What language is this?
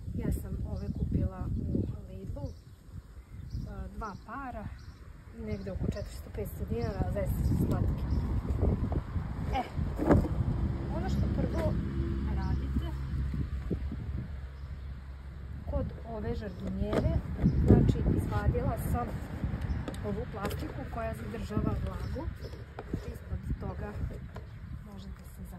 Serbian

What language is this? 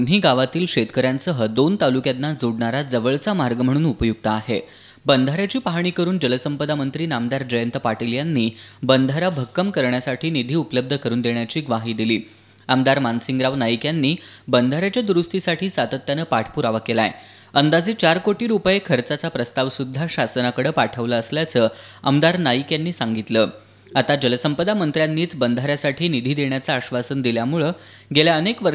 Marathi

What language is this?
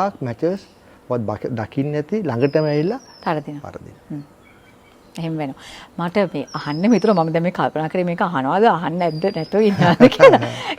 Sinhala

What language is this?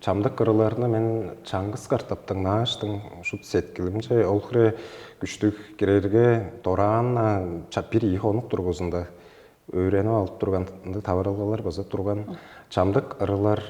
Tuvinian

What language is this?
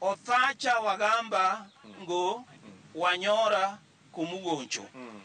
Luo (Kenya and Tanzania)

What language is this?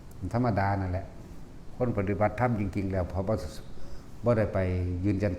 Northeastern Thai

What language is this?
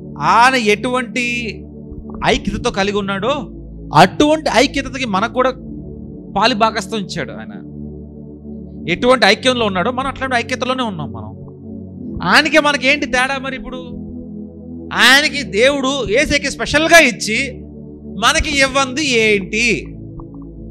Telugu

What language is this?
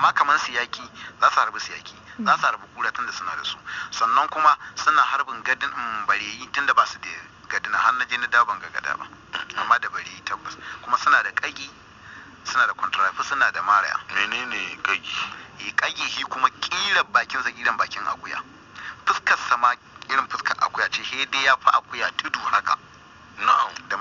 Hausa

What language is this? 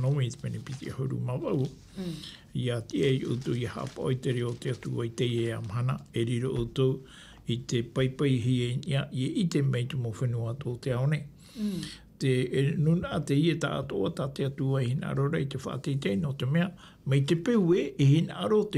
Tahitian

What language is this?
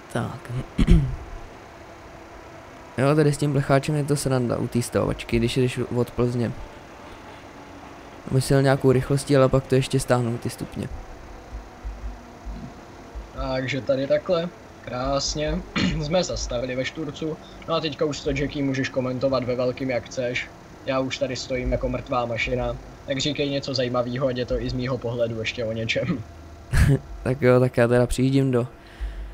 Czech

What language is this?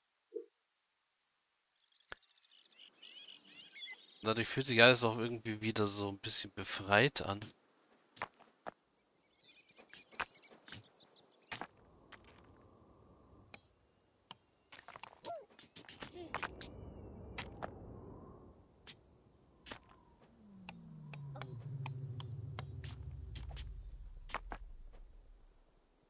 German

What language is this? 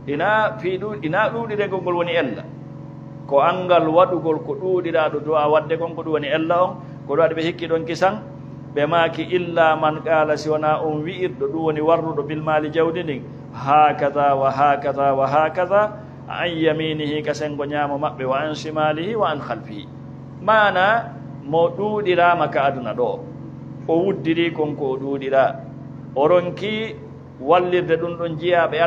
Fula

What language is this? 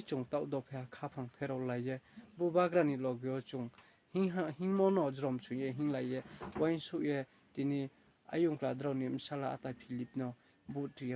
Riang (India)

